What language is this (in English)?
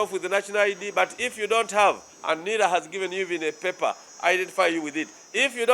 Nyankole